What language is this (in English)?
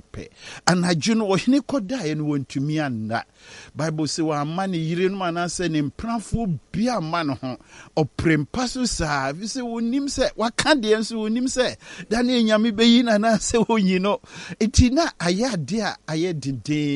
Akan